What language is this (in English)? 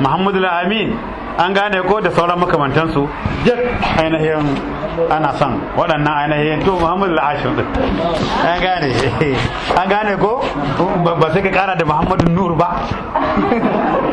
Hausa